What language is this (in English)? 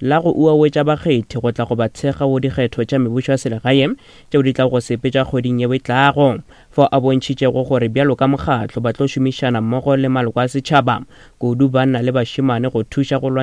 Northern Sotho